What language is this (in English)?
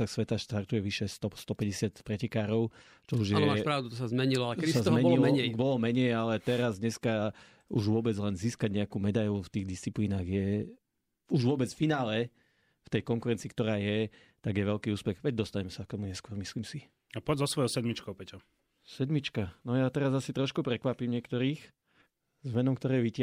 Slovak